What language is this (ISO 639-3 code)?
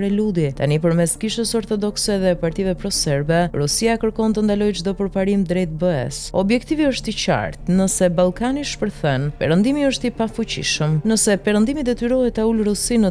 sqi